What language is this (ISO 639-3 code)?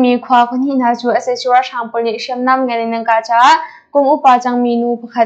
cnh